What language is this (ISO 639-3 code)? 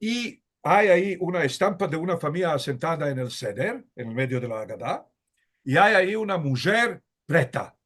lad